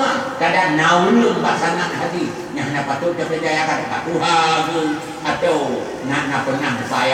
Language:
Achinese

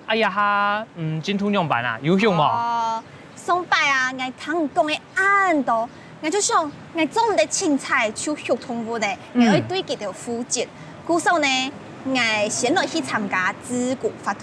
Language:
Hakka Chinese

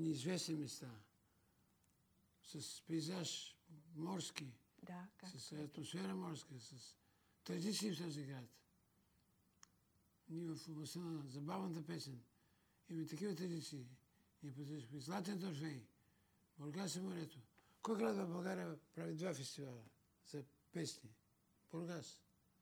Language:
Bulgarian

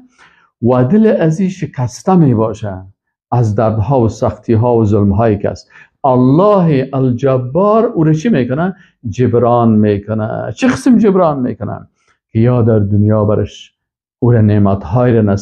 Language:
Persian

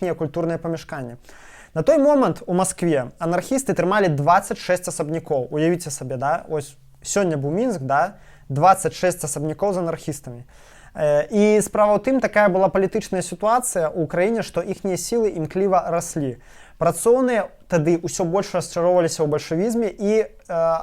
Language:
Belarusian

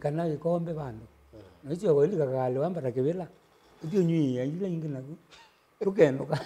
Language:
Kamba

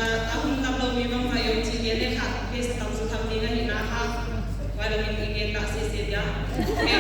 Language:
Paite Chin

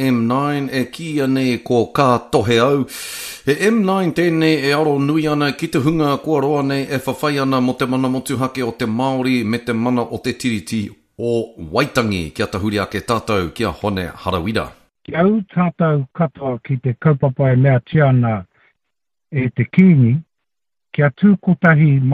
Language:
Māori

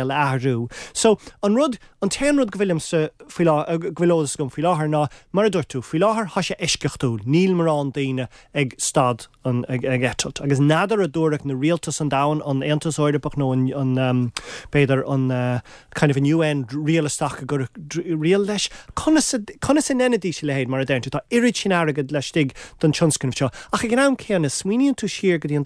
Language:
Irish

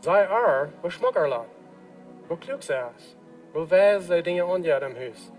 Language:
Plautdietsch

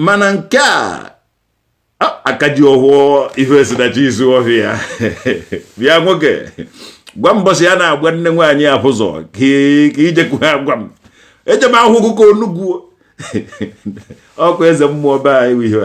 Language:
Igbo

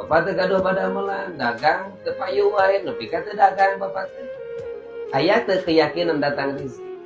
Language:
Sundanese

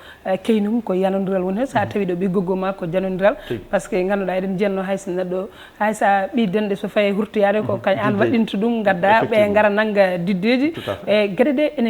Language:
Fula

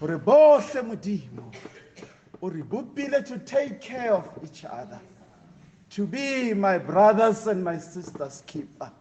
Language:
Southern Sotho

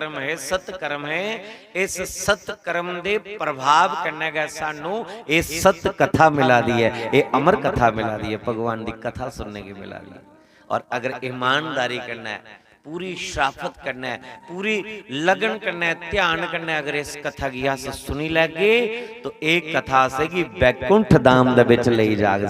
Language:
Dogri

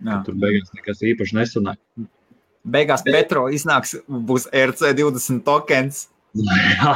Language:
Latvian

